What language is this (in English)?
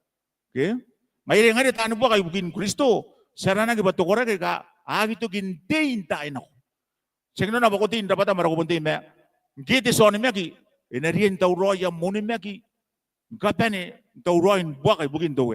Gilbertese